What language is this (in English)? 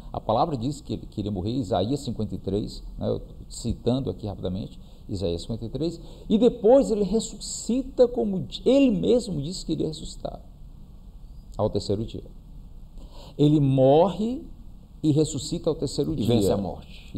Portuguese